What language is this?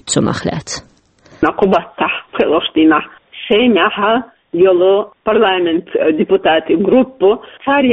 Chechen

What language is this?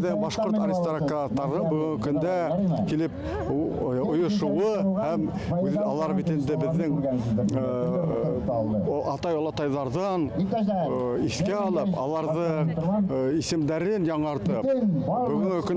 Bashkir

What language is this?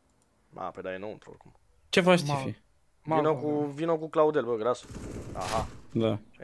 Romanian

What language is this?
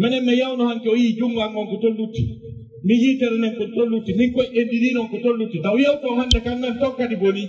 Fula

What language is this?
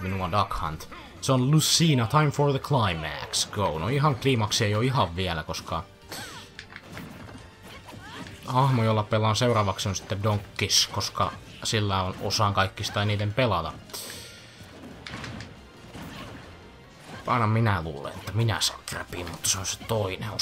Finnish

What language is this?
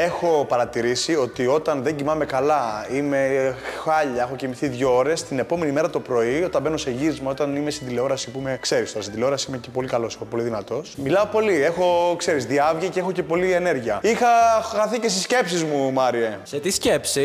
Greek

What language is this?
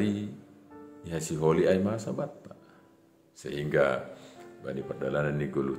Batak Simalungun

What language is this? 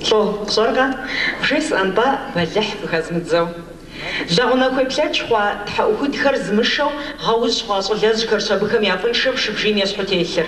Kabardian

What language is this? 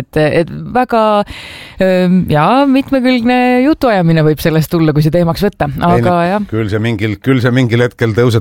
Estonian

